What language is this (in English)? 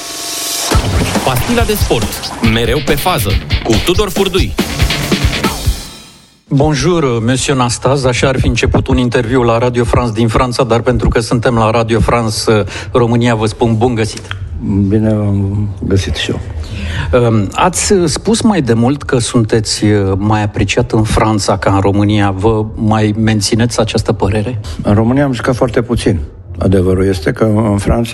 Romanian